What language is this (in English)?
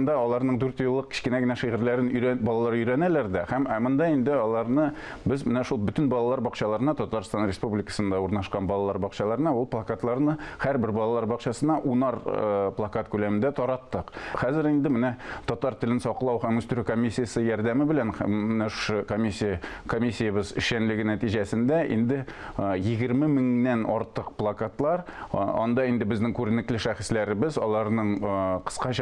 Tatar